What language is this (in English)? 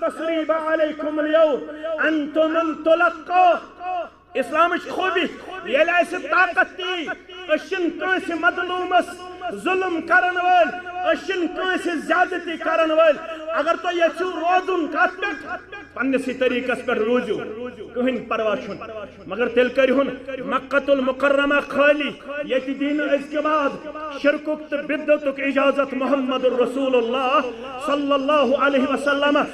Kashmiri